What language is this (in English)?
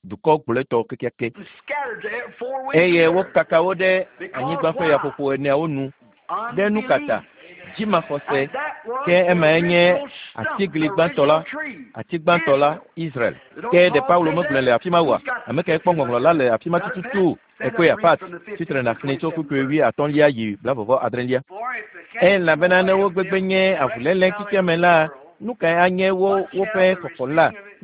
Ewe